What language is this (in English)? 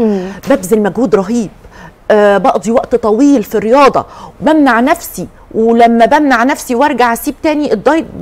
Egyptian Arabic